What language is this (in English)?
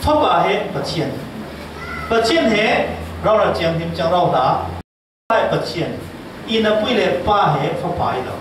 Falam Chin